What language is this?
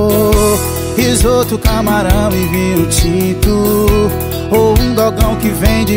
Portuguese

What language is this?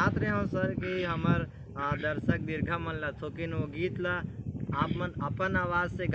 Chhattisgarhi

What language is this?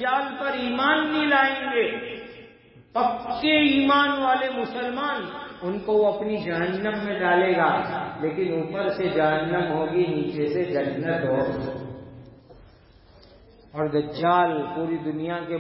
Urdu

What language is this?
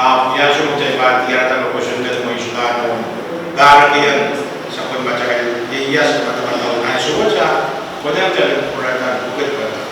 Pohnpeian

